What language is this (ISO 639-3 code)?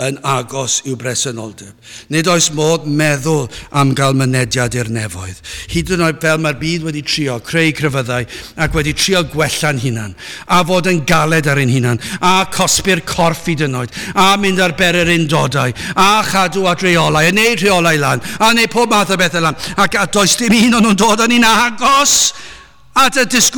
cym